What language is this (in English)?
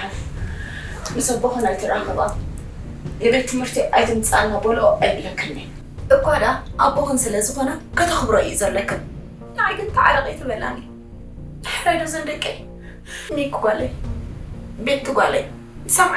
Tigrinya